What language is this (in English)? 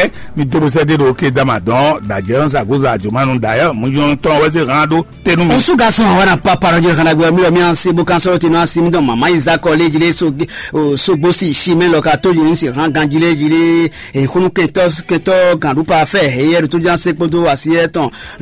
Fon